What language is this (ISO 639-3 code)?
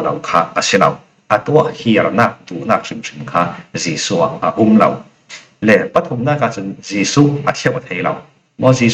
cfm